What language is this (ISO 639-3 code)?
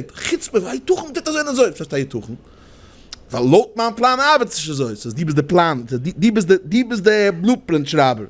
yid